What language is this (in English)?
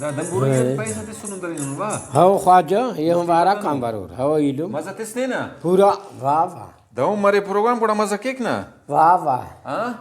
Brahui